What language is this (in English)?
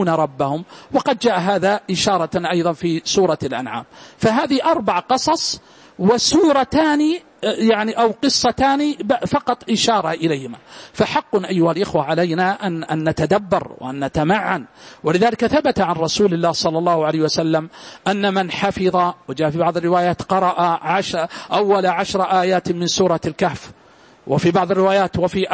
Arabic